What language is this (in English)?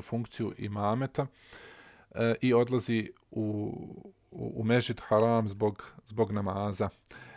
Serbian